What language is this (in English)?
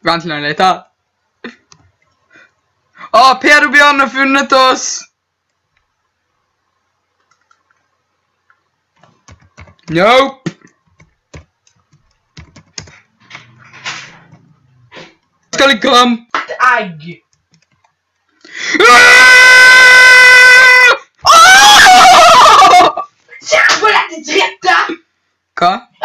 Norwegian